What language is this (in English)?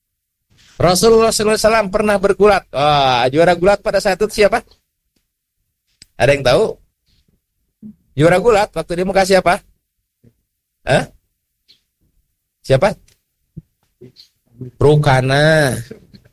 Indonesian